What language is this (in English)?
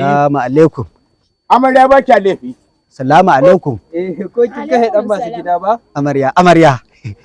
Hausa